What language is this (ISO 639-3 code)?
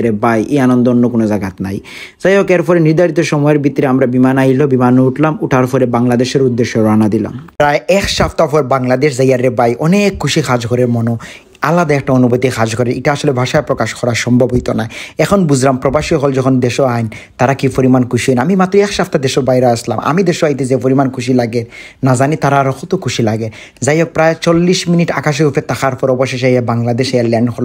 syl